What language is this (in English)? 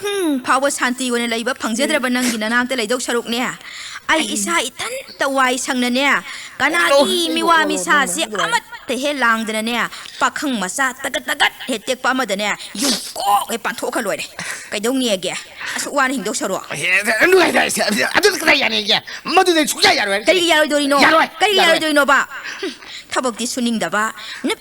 Manipuri